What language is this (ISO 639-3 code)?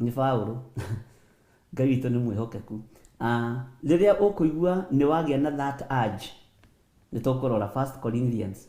kik